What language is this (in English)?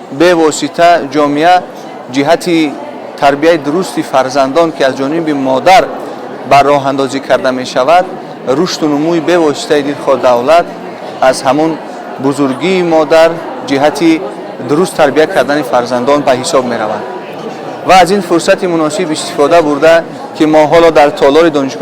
Tajik